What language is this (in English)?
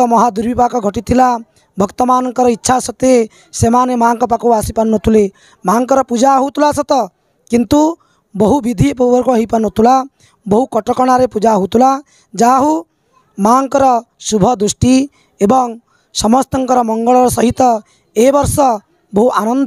Odia